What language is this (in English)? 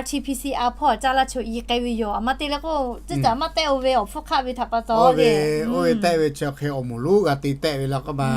Lahu